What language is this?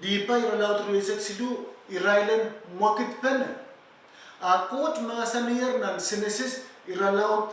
Pohnpeian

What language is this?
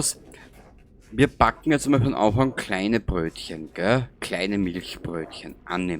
Bavarian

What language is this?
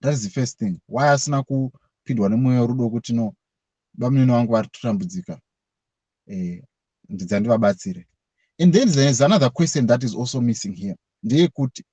Shona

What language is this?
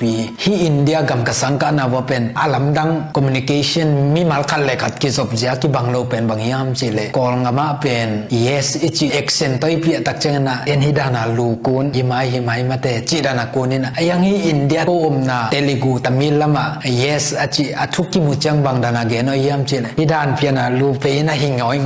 Tedim Chin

